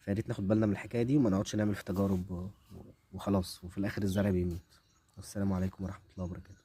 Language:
Egyptian Arabic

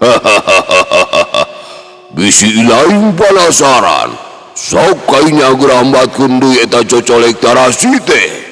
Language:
Sundanese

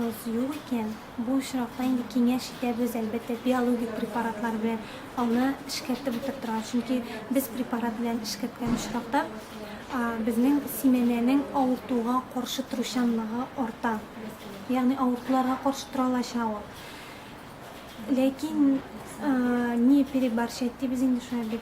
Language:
Tatar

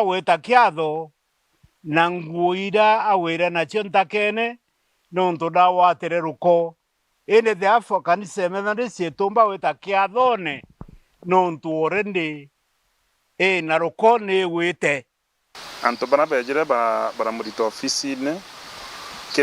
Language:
Meru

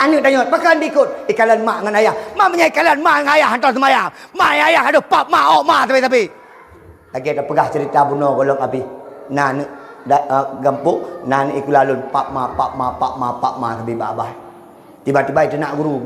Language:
Achinese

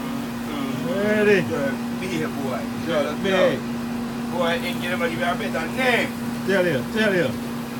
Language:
Jamaican Creole English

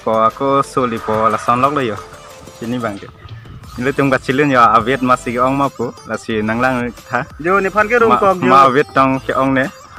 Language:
Karbi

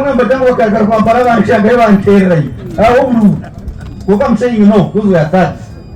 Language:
Nyankole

